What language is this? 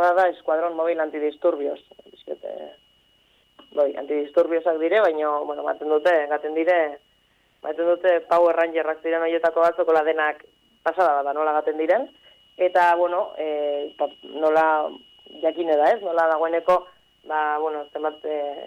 Basque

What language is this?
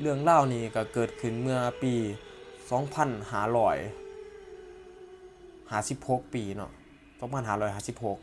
Northeastern Thai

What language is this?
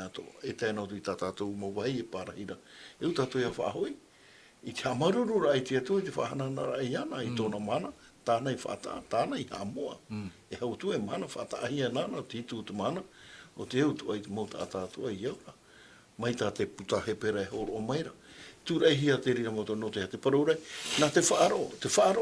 Tahitian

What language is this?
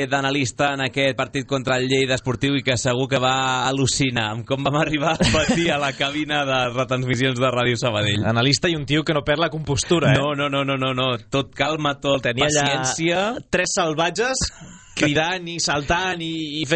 Catalan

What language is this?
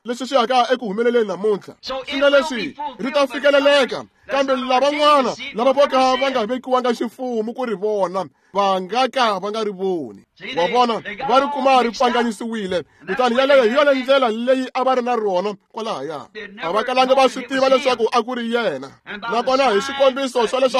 Tsonga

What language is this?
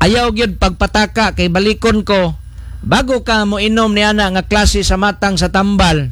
Cebuano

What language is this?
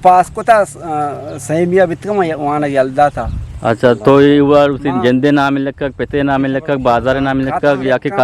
Eastern Balochi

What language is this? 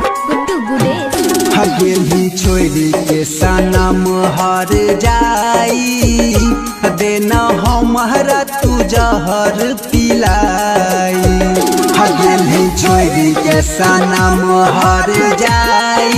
Bhojpuri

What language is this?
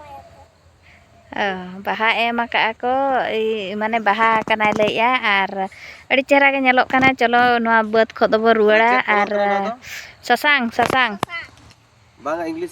Santali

